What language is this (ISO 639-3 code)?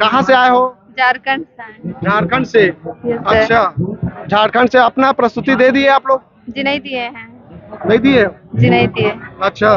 hne